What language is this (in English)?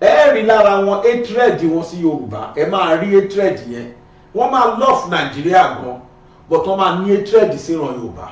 Yoruba